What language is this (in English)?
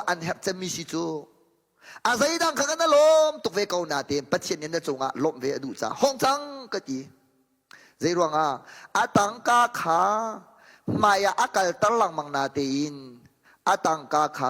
Hakha Chin